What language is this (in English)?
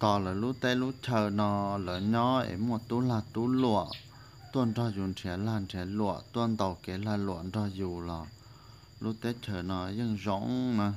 Hmong